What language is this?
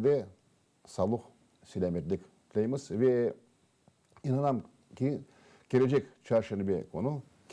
Crimean Tatar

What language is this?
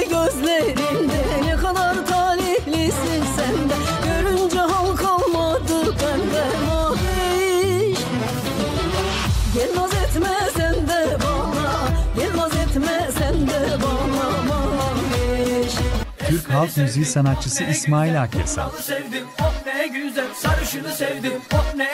Turkish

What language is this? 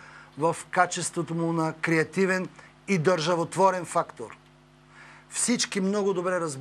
Bulgarian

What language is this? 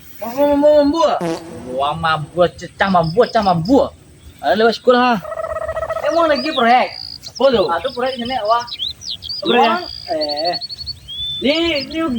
Minangkabau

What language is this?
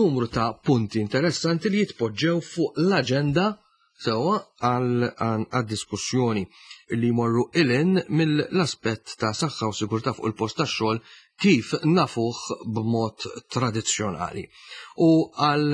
Maltese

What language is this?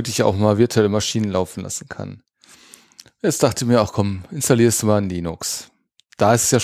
German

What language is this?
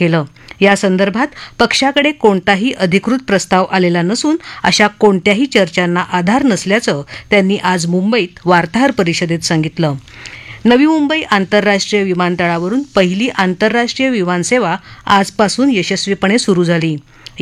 Marathi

